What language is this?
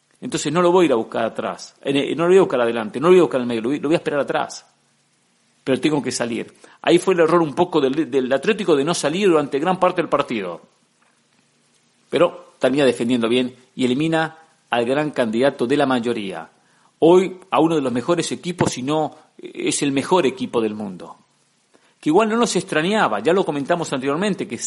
Spanish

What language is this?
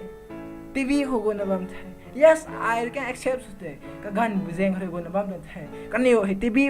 Rongmei Naga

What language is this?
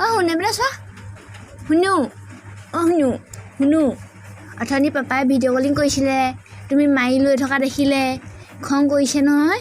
Assamese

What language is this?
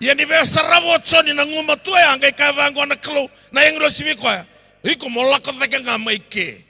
Fijian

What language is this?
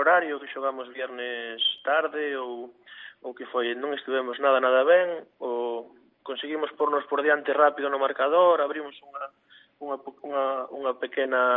Galician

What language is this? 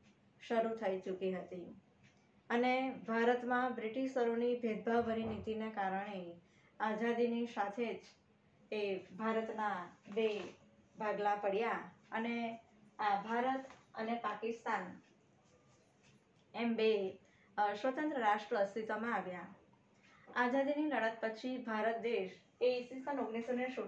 Gujarati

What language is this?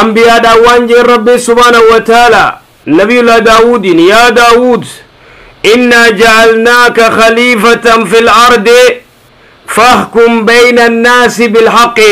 Oromo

